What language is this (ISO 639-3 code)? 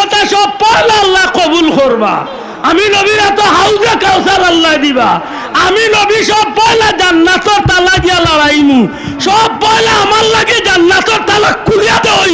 syl